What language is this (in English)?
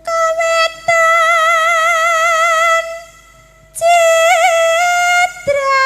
Javanese